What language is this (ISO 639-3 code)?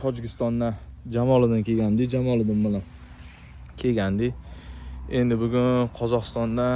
uzb